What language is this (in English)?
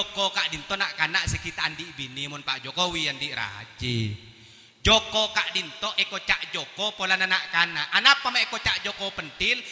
Madurese